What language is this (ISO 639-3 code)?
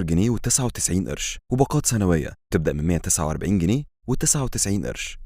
arz